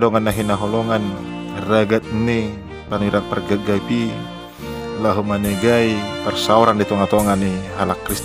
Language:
Batak Toba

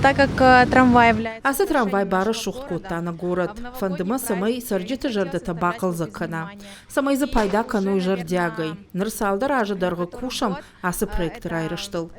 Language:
Ossetic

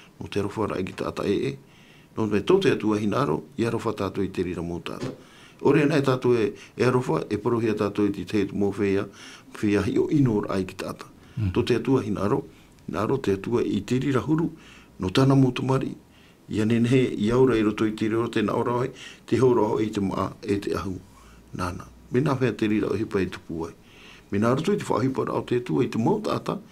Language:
Tahitian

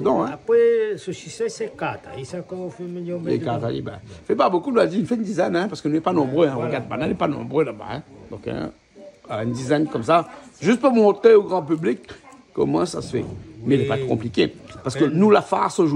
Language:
Réunion Creole French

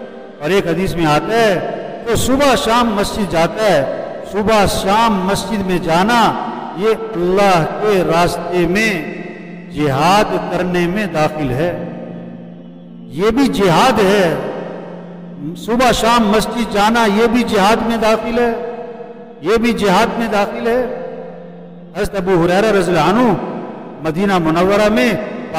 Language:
Urdu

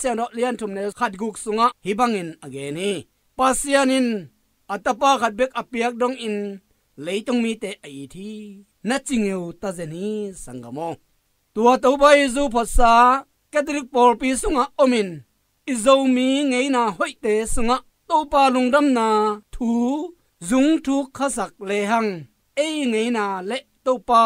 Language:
Tedim Chin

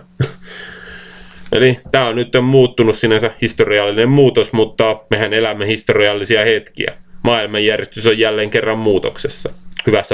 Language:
Finnish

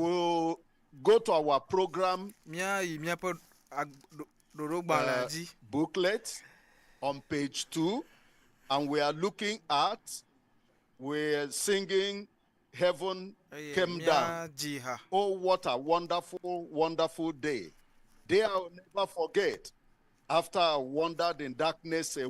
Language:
Ewe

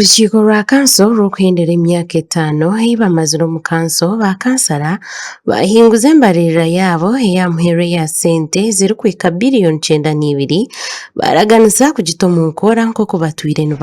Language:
Nyankole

